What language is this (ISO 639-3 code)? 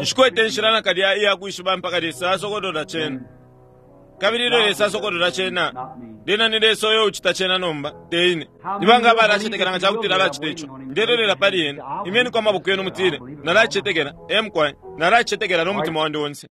bem